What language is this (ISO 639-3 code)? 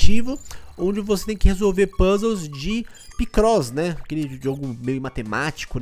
por